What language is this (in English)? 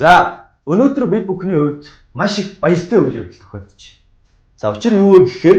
Mongolian